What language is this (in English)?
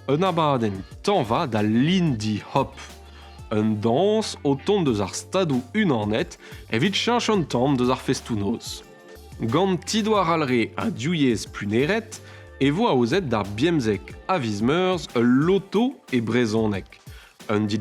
Breton